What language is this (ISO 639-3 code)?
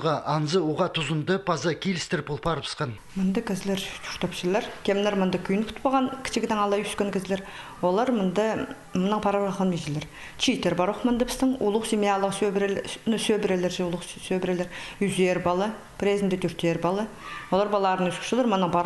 kjh